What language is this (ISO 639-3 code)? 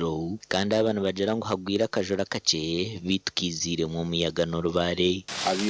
nyn